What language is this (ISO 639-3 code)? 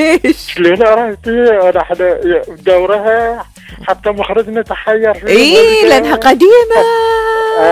afb